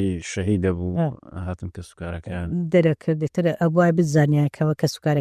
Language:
Central Kurdish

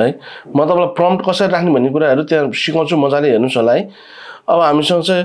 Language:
Nepali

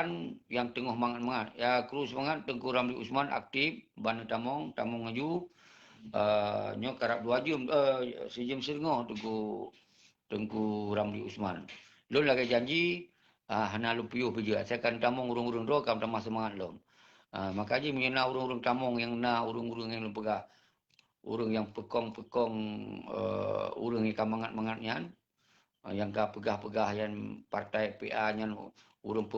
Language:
Achinese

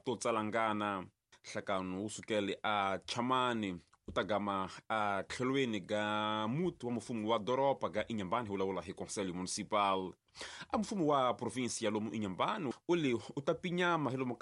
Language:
Tsonga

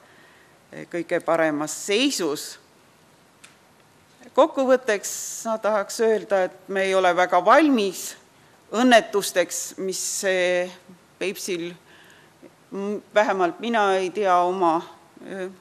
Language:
Estonian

